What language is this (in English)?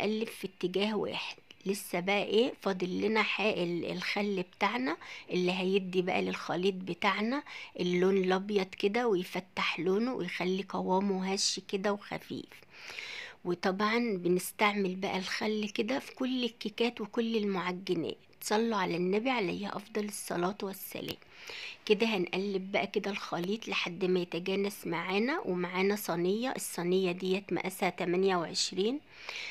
Egyptian Arabic